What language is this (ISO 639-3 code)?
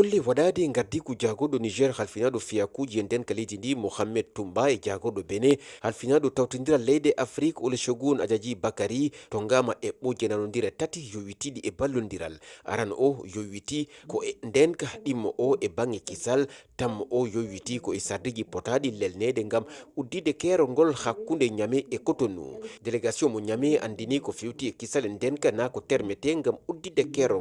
ful